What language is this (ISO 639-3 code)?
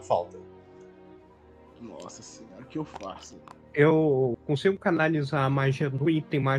por